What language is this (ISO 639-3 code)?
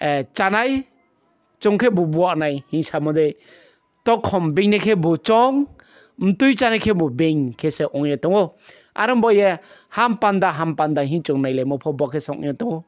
ria